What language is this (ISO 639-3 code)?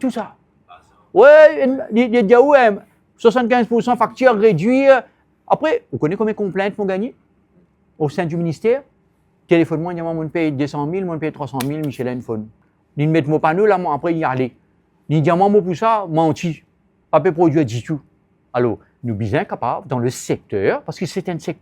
mfe